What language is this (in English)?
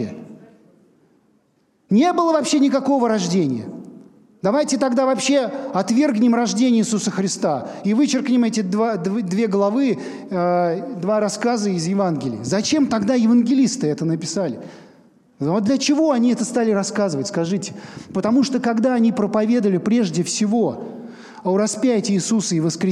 Russian